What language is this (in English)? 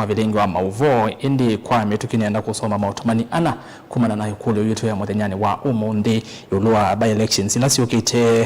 Kamba